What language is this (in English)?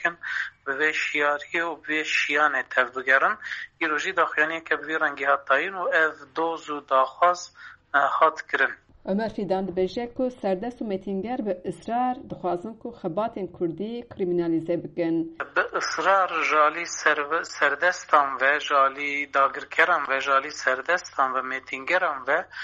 Kurdish